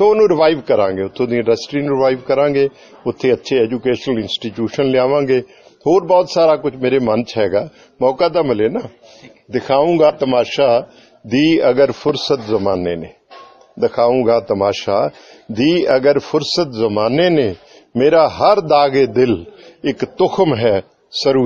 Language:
Punjabi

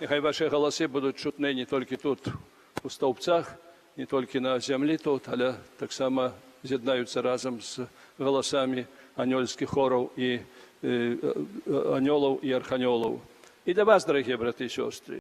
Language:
Belarusian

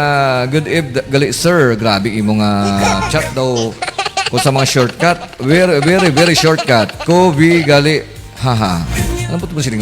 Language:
Hiligaynon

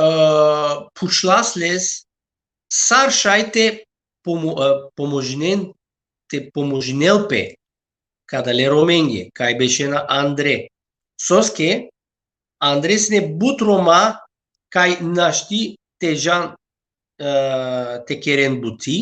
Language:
Balkan Romani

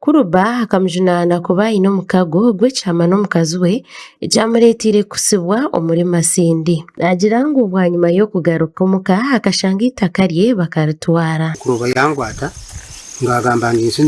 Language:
Nyankole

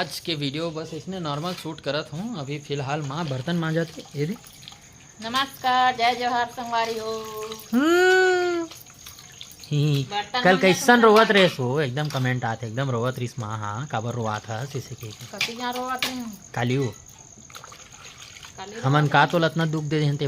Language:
Chhattisgarhi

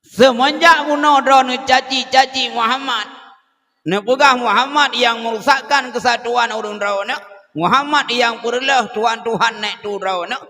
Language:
Achinese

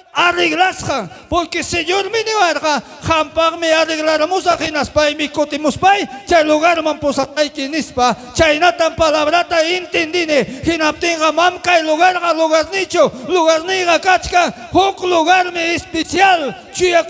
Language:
Ayacucho Quechua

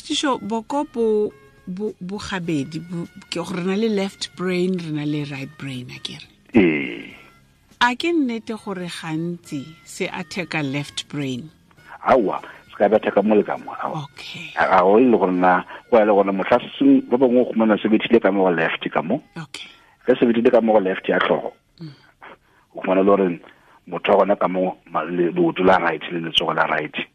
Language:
Tswana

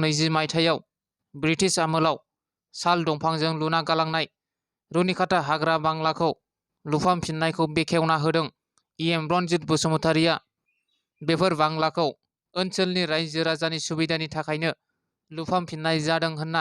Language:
Bodo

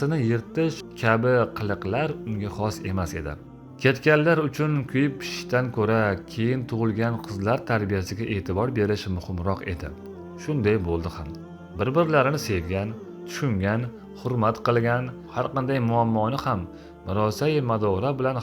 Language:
Uzbek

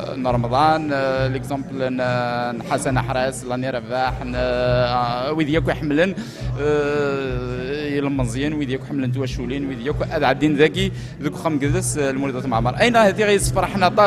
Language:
Kabyle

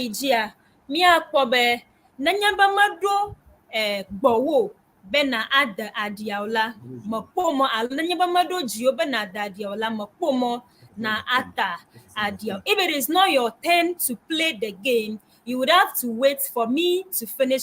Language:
Ewe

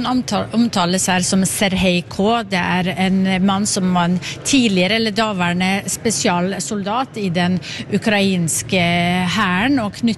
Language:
Norwegian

